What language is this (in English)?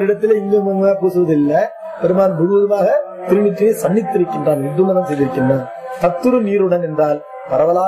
Tamil